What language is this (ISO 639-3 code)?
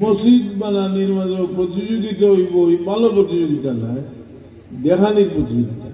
syl